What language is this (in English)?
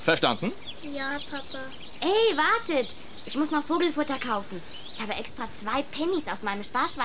German